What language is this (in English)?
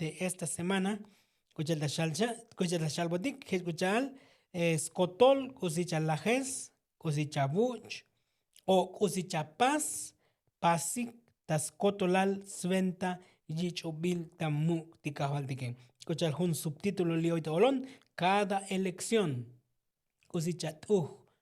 Tzotzil